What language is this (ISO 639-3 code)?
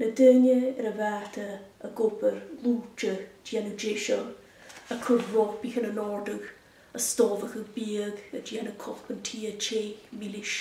gla